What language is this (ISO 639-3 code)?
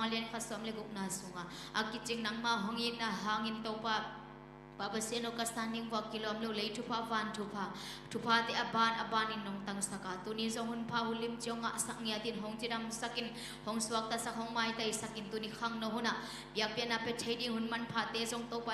ctd